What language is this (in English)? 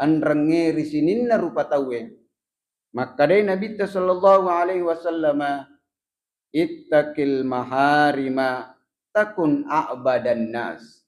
Buginese